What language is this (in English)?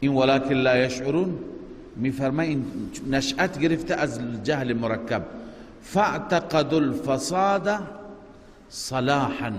Persian